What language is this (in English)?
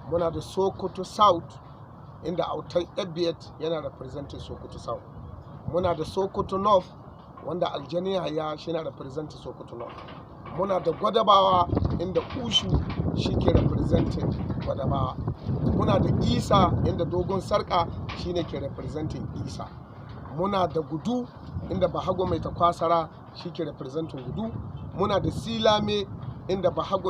Hausa